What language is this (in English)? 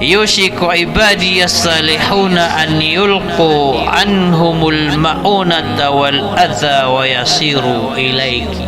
Maranao